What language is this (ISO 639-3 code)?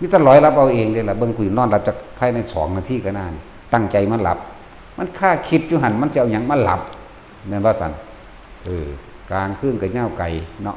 tts